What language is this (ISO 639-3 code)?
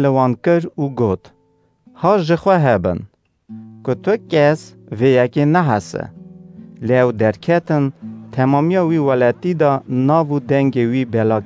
kur